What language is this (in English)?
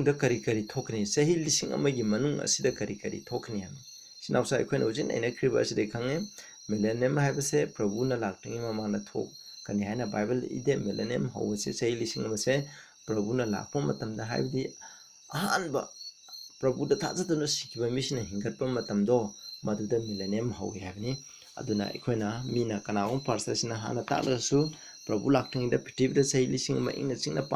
Manipuri